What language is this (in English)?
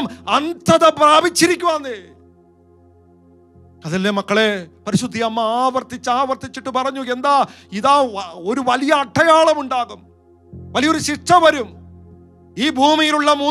Malayalam